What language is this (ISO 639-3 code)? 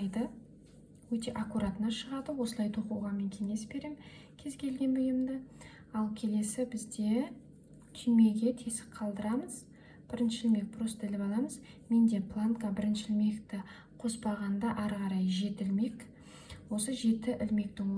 kaz